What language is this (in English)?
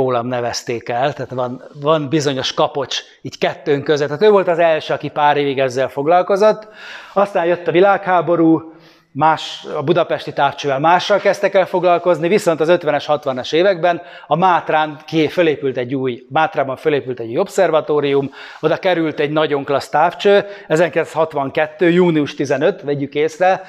Hungarian